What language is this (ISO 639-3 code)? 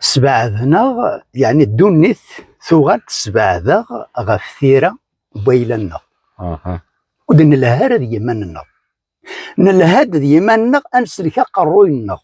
kab